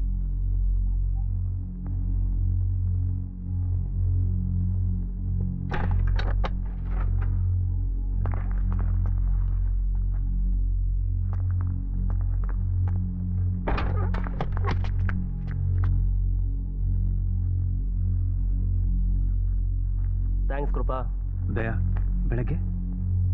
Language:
Kannada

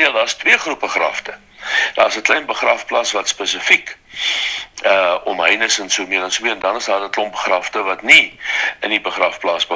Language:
Afrikaans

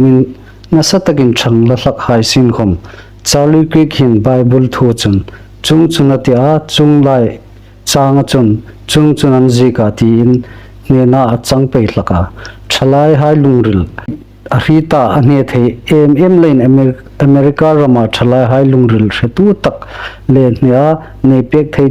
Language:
Hmar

